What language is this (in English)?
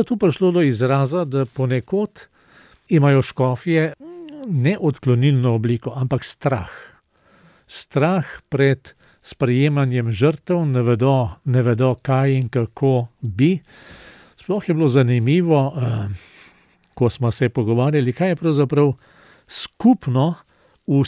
Slovenian